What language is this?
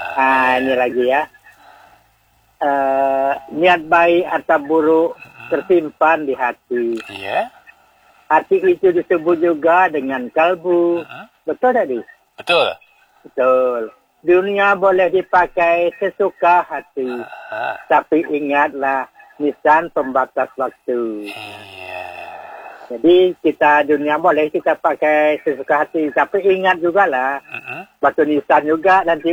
Malay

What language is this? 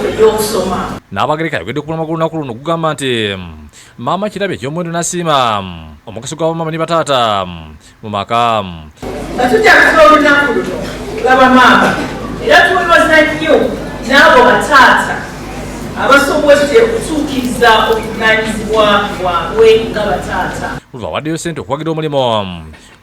Ganda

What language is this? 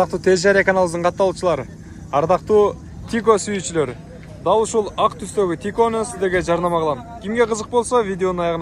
Kyrgyz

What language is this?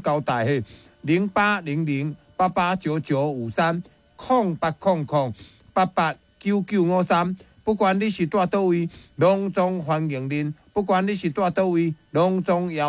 Min Nan Chinese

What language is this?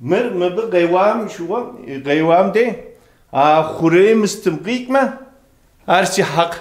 Kabardian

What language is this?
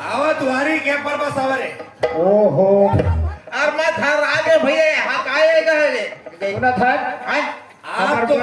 Chhattisgarhi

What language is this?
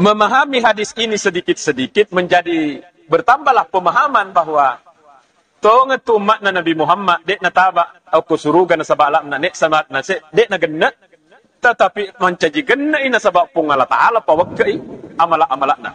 Buginese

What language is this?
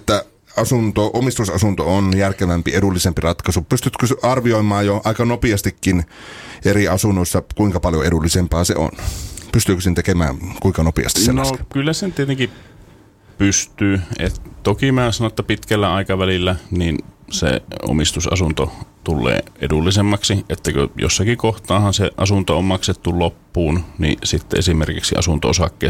Finnish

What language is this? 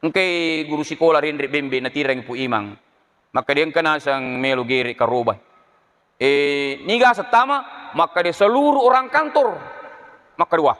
Buginese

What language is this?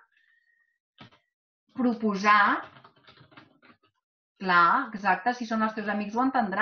Catalan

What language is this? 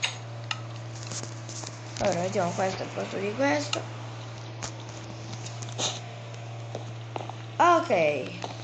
Italian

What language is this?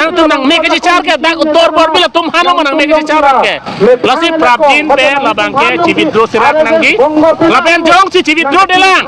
Karbi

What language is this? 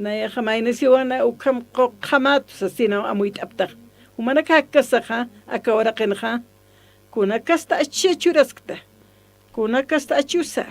Aymara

